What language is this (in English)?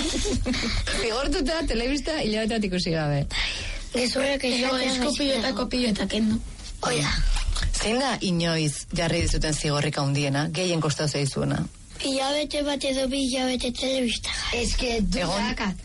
Basque